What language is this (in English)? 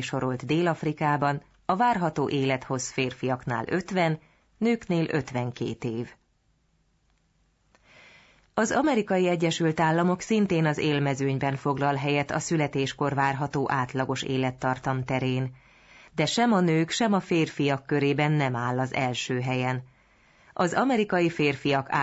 Hungarian